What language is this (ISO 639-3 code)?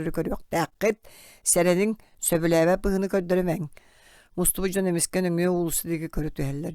sah